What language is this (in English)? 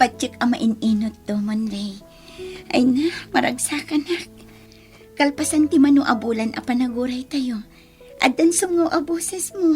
Iloko